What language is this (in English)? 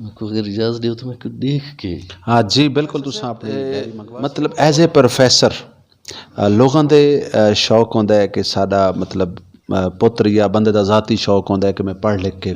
Western Panjabi